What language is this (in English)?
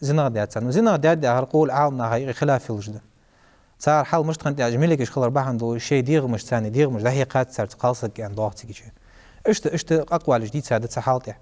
Ingush